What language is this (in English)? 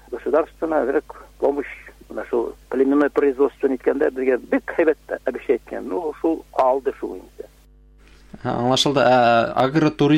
Bashkir